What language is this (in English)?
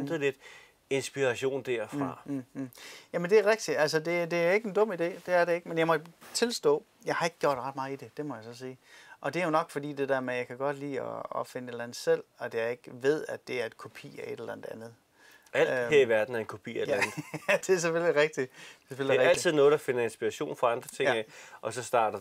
Danish